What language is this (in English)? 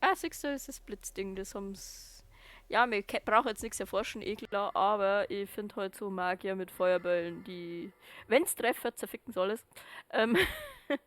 Bavarian